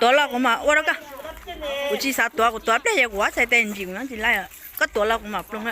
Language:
Hmong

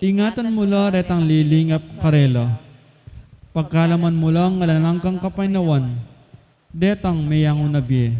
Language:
Pampanga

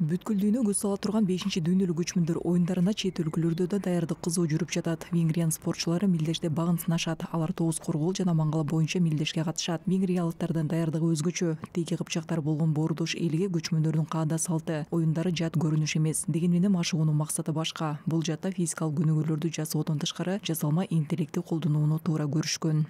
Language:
Kyrgyz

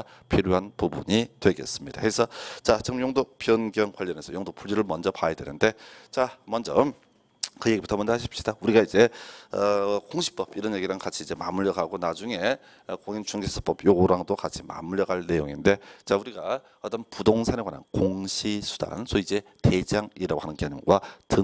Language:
Korean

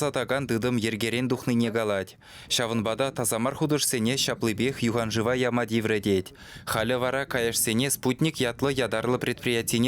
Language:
Chuvash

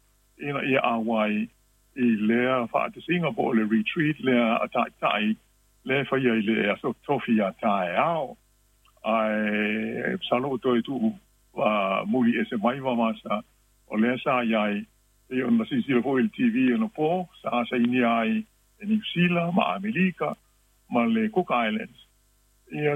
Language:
Samoan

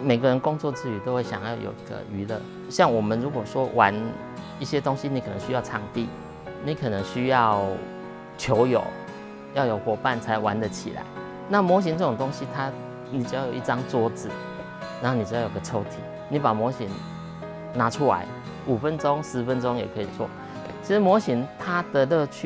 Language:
Chinese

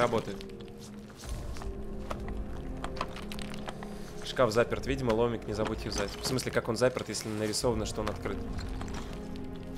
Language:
Russian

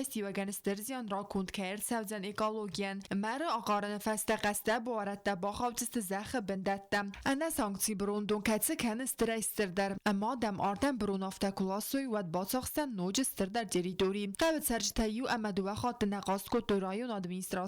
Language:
Ossetic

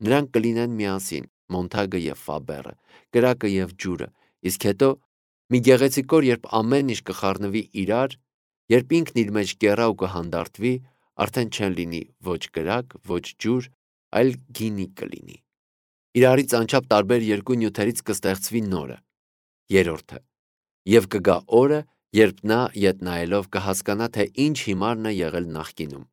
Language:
Armenian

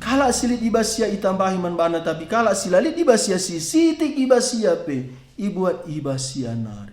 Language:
Batak Karo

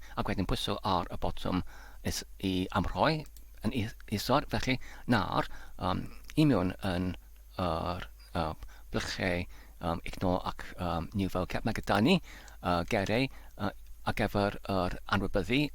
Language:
Welsh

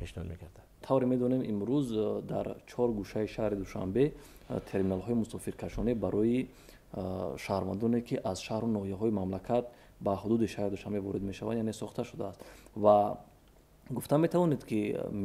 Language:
Tajik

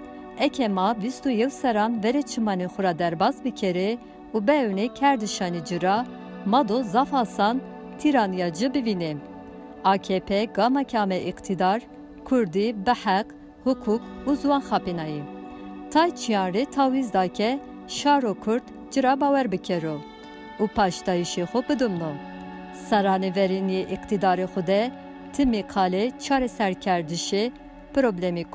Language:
Zaza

